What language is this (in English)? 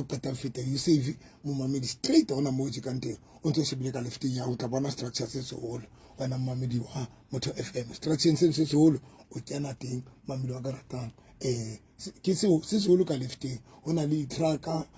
Southern Sotho